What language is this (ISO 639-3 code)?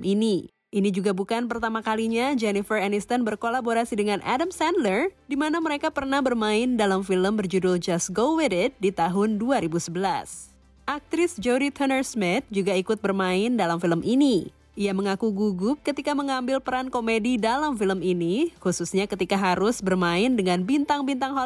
ind